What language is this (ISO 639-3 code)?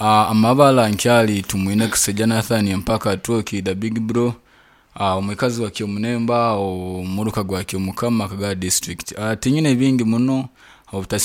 nyo